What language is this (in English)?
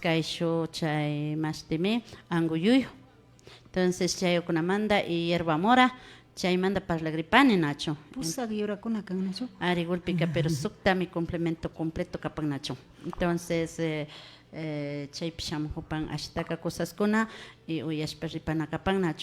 Imbabura Highland Quichua